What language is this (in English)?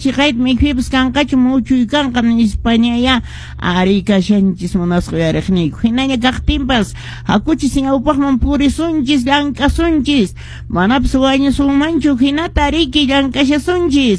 Quechua